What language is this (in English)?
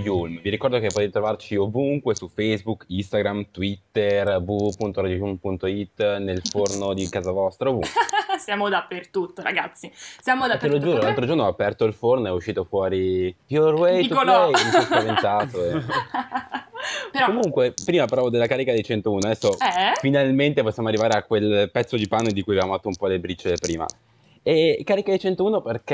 Italian